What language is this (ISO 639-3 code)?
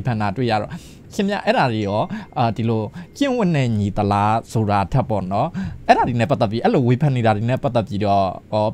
mya